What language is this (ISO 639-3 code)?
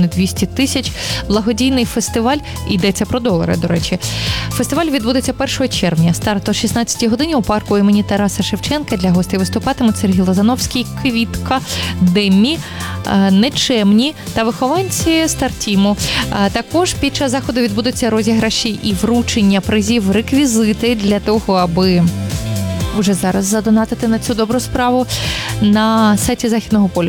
ukr